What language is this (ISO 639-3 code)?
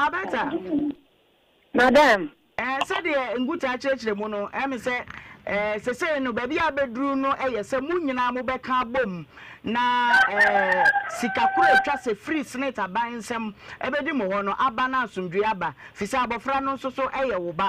aka